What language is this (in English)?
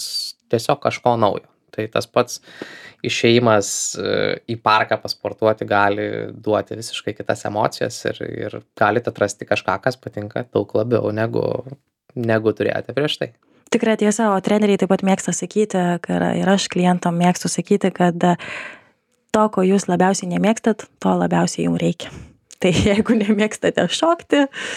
Lithuanian